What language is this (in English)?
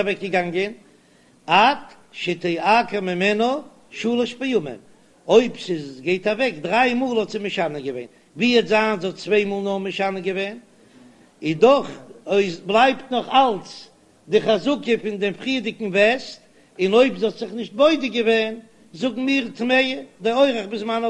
Yiddish